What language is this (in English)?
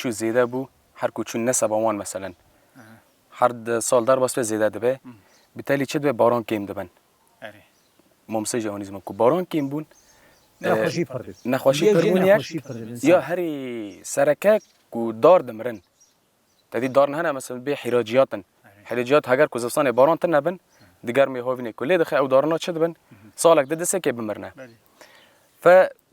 Kurdish